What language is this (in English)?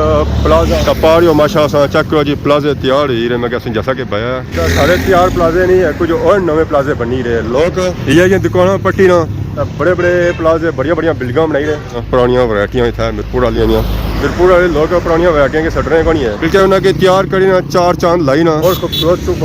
Pahari-Potwari